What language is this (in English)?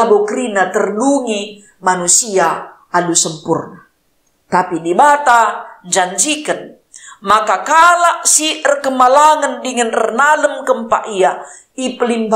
Batak Karo